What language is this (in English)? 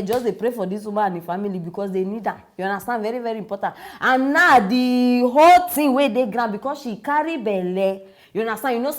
Nigerian Pidgin